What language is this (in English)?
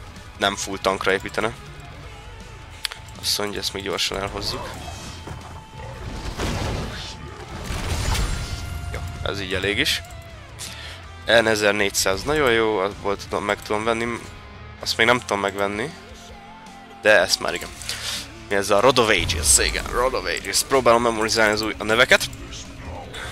Hungarian